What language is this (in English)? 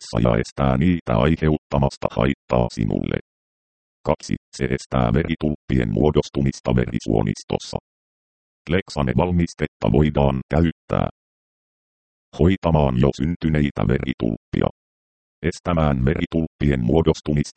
Finnish